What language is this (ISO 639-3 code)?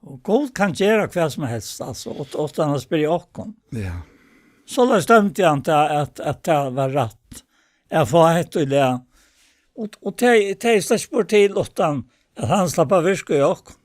fao